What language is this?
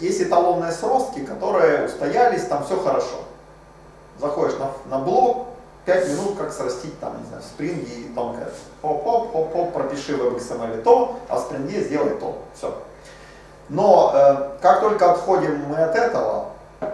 Russian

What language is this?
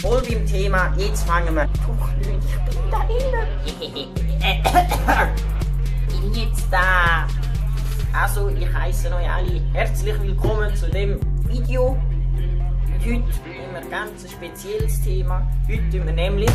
Swiss German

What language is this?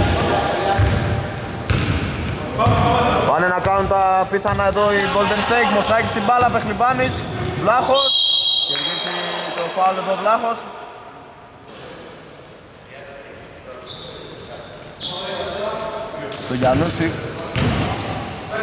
Greek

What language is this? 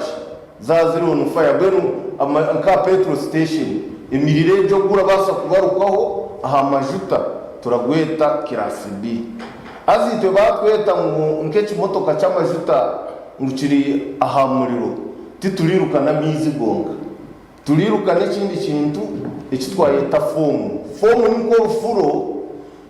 Nyankole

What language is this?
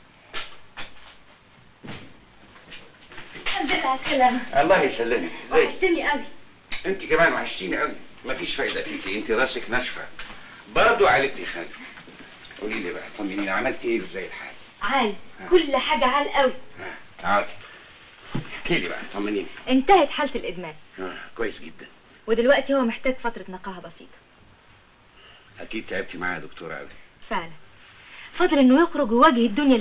Egyptian Arabic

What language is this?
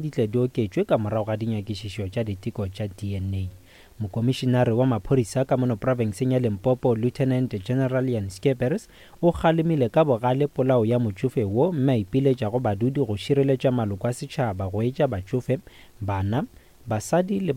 Northern Sotho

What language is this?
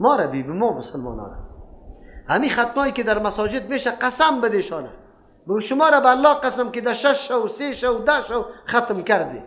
Persian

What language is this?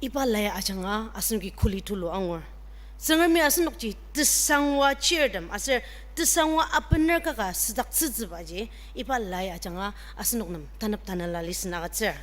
Ao Naga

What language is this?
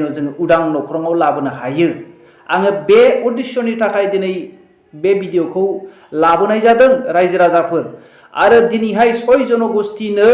Bodo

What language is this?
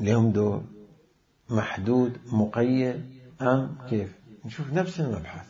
Mesopotamian Arabic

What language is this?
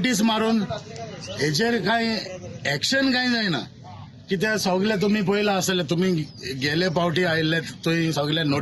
Konkani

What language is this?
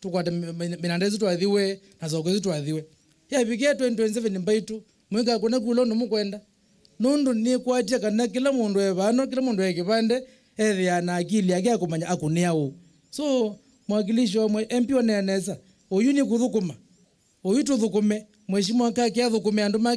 Kamba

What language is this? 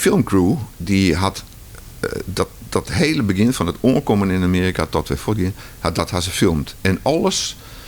Western Frisian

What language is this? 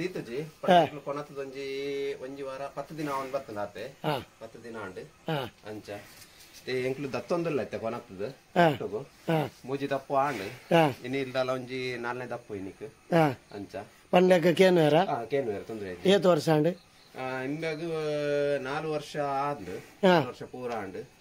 Tulu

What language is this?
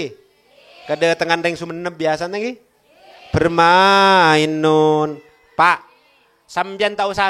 Madurese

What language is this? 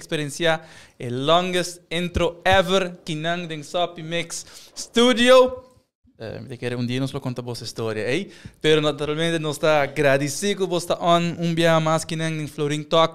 Papiamento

